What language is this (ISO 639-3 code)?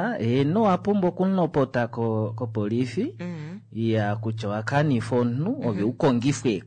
kua